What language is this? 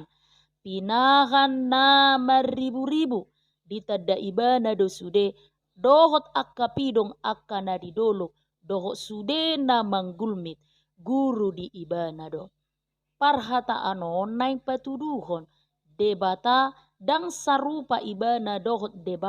Batak Toba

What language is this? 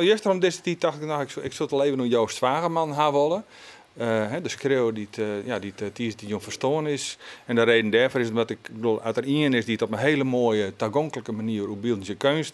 Western Frisian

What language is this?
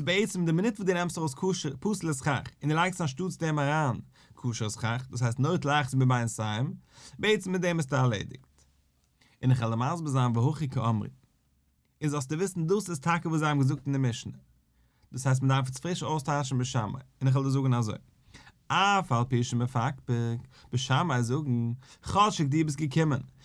Yiddish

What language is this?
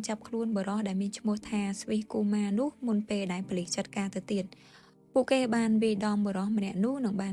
Khmer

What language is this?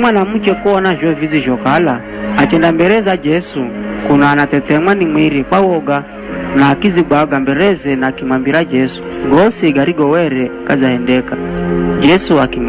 Giryama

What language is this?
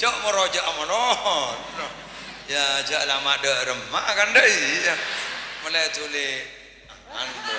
Madurese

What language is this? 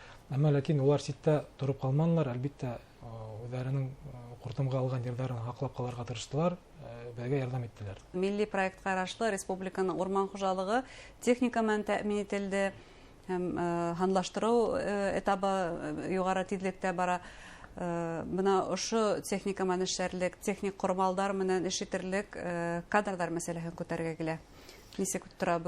Bashkir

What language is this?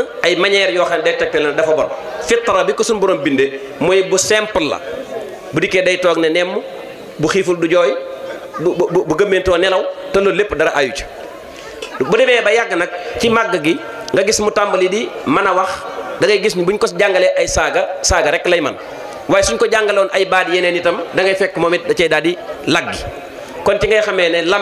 Wolof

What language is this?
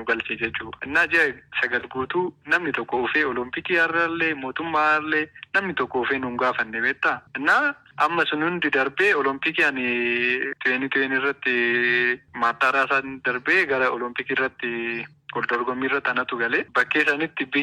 Oromo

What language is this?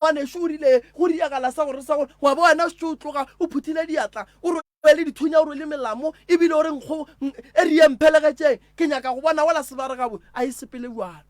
Northern Sotho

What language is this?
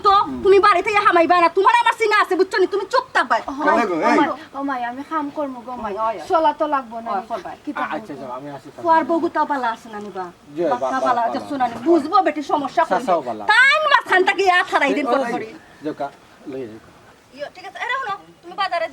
Sylheti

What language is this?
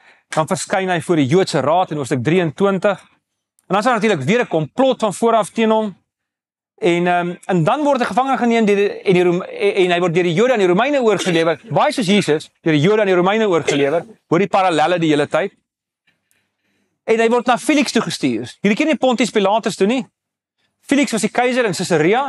Afrikaans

